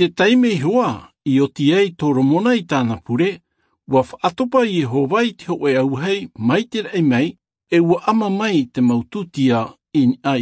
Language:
Tahitian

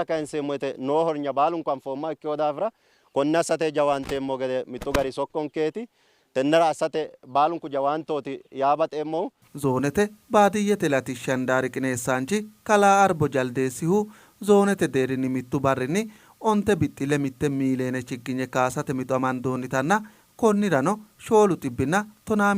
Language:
Sidamo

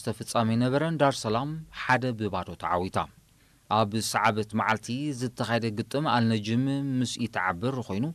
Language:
Tigrinya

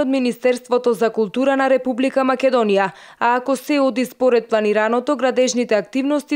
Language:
Macedonian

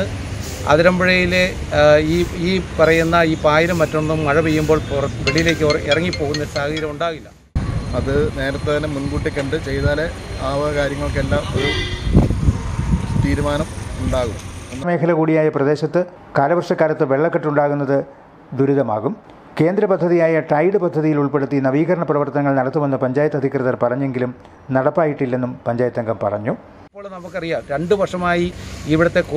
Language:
Malayalam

